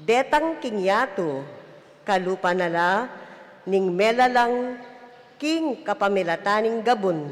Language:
Pampanga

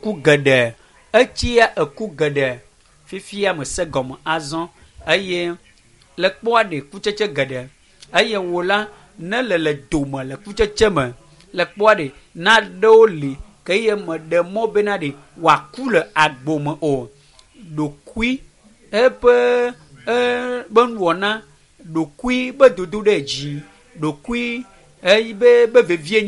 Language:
Ewe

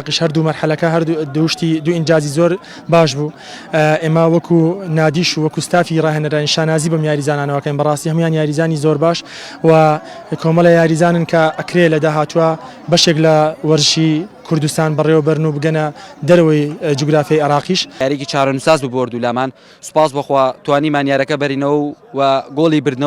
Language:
Central Kurdish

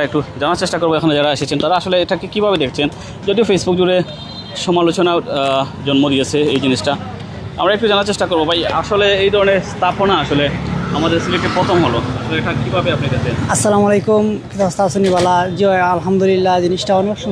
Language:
Sylheti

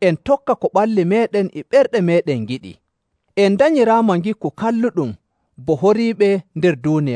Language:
Nigerian Fulfulde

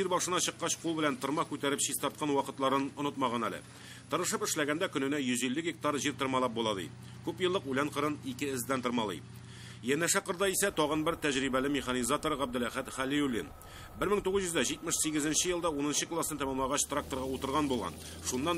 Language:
Tatar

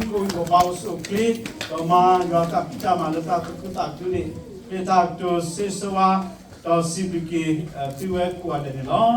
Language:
S'gaw Karen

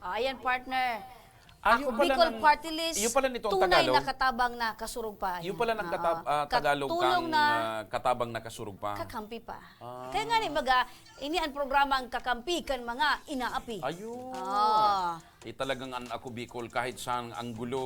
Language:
Bikol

